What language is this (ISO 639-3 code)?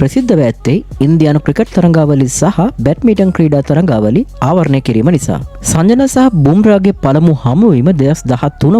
sin